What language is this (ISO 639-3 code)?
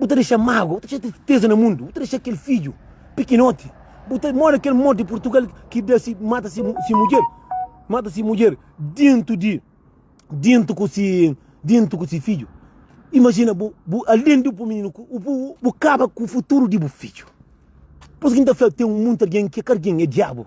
kea